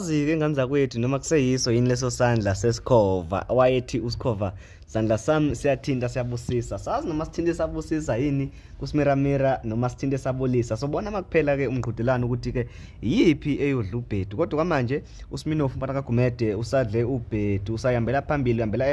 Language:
Zulu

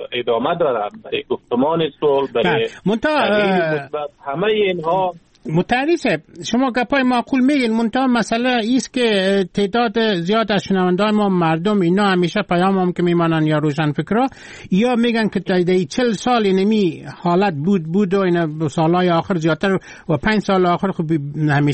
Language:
Persian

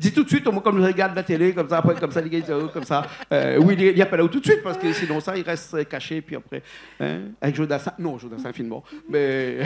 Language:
Réunion Creole French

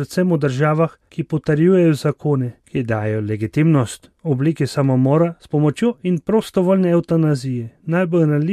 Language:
Slovenian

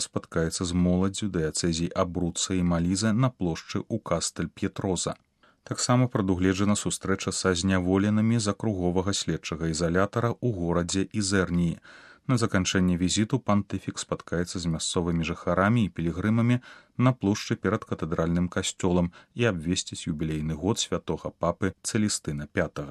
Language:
Belarusian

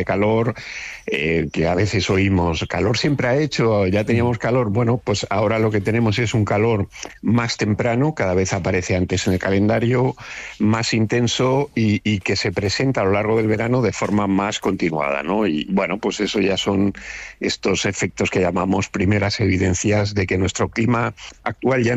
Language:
Spanish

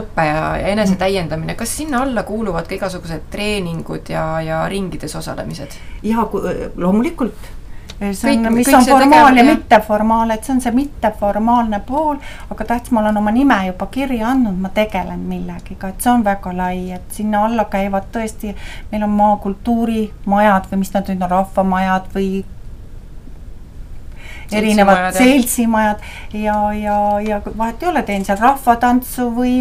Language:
Estonian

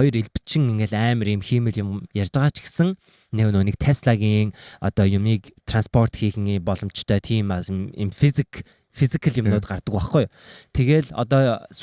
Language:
Mongolian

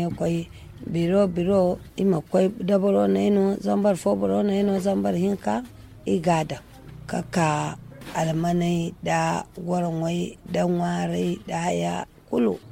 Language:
Zarma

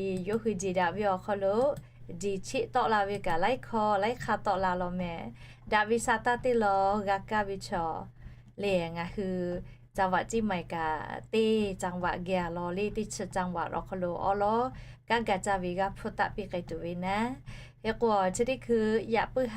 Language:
Lahu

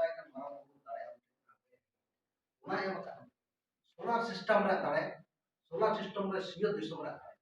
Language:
Santali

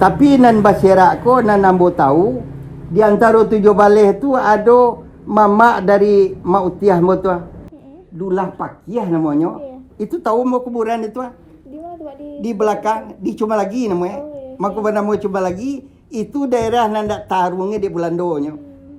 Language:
Minangkabau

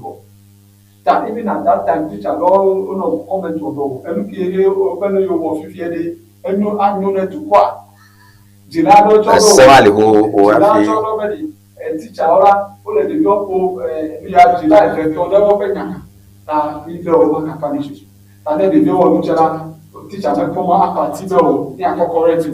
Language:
Ewe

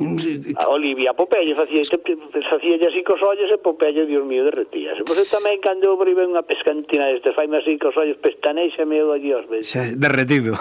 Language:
Galician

